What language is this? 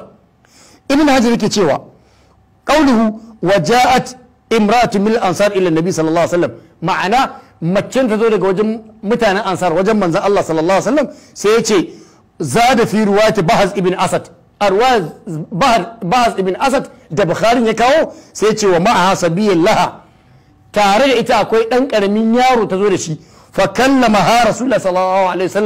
Hausa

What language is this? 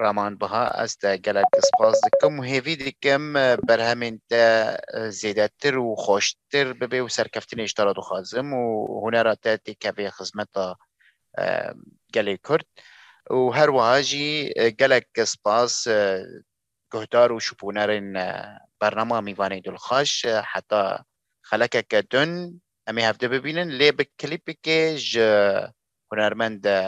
Kurdish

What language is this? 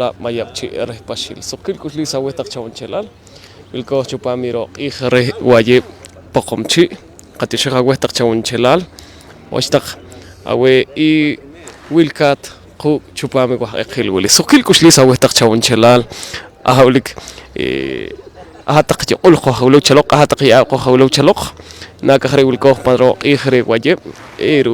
Poqomchi'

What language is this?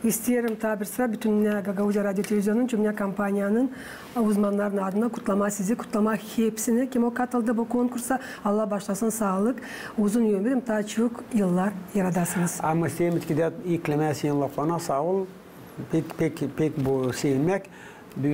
Gagauz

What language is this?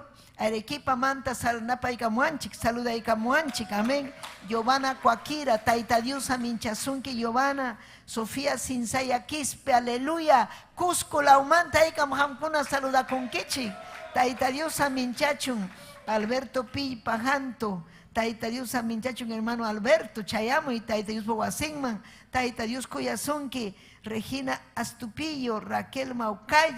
Ayacucho Quechua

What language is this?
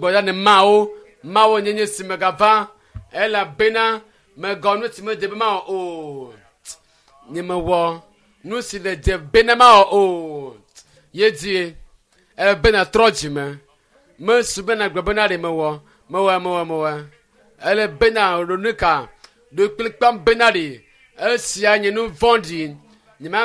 Ewe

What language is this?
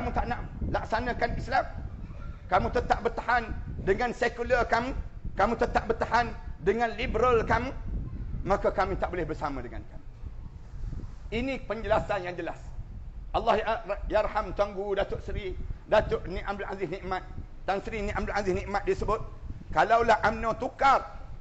Malay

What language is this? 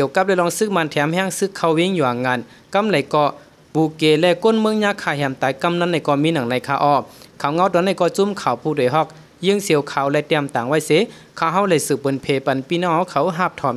Shan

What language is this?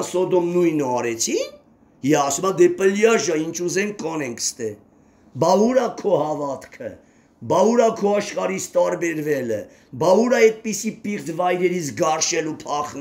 Armenian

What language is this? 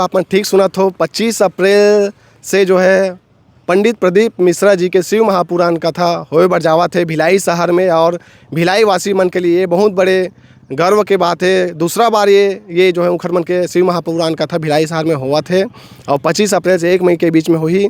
Chhattisgarhi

